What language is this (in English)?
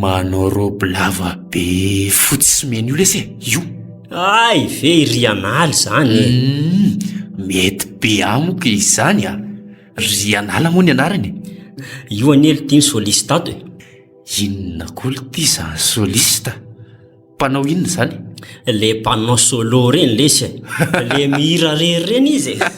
Malagasy